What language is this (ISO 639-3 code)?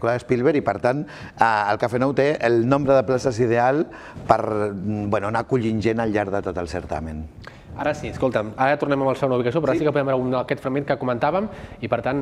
cat